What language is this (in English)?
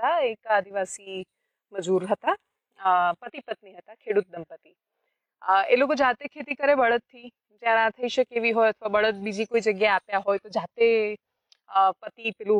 Gujarati